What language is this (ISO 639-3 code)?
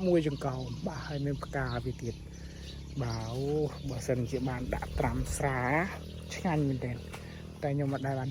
khm